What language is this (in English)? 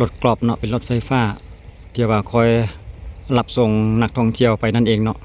Lao